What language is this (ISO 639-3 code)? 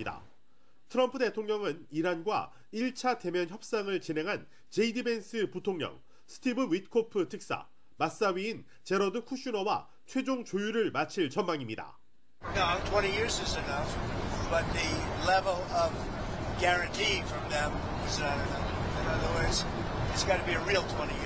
kor